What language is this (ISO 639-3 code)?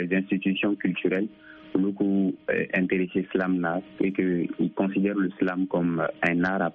bam